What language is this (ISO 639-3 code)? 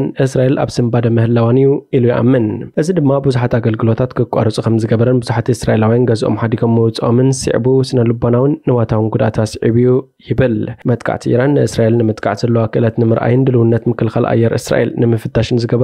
tir